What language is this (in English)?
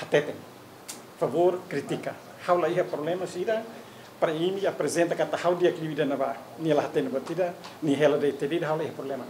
Tetum